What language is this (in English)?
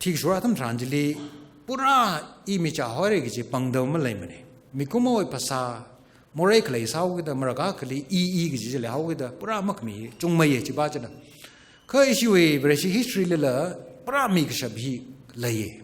Tangkhul Naga (India)